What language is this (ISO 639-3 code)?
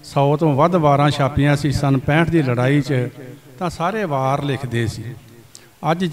pan